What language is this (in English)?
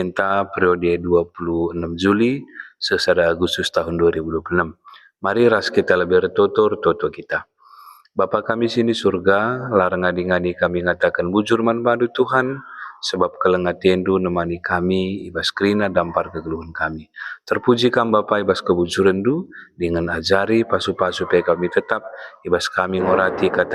Batak Karo